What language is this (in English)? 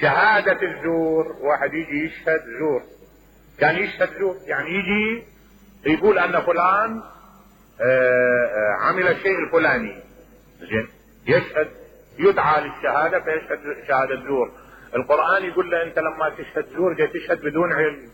Mesopotamian Arabic